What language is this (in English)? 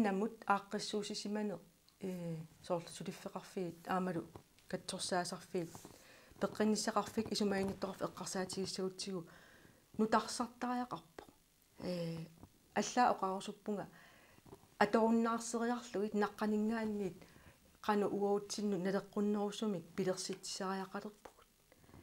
Kalaallisut